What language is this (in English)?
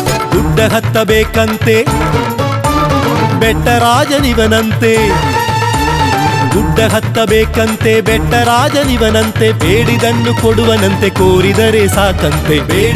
Kannada